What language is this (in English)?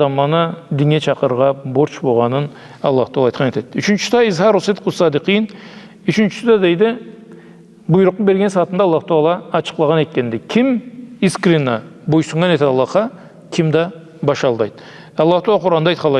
Karachay-Balkar